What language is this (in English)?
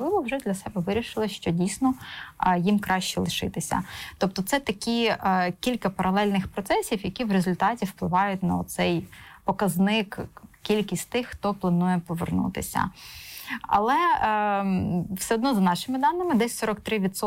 Ukrainian